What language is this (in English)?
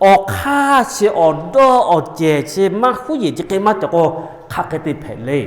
Lahu